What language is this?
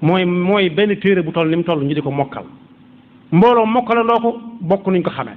Wolof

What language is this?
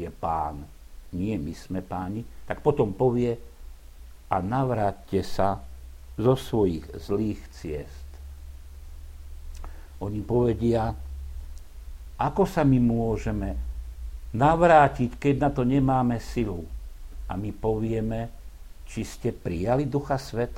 Slovak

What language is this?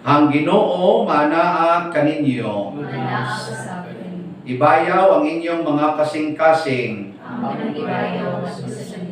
Cebuano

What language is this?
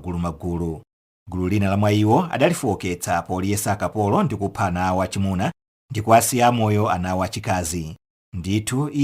Nyanja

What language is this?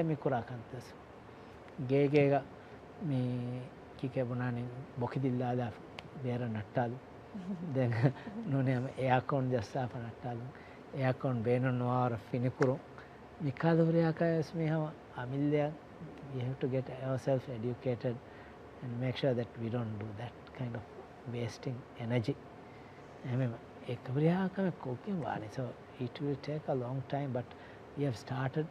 Divehi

